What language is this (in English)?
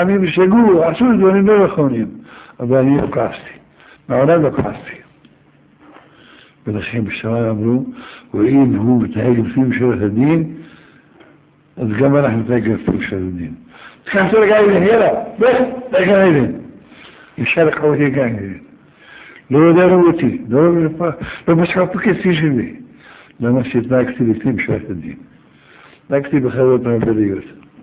Hebrew